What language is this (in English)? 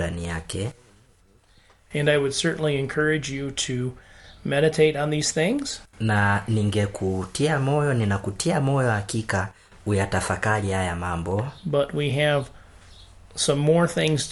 Swahili